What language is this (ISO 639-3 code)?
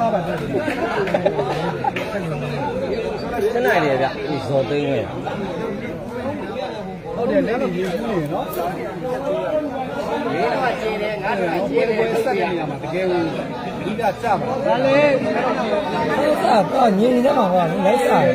mya